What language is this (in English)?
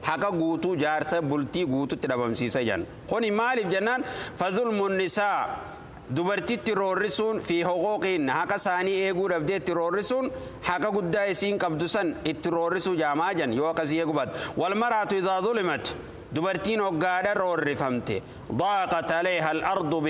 Oromo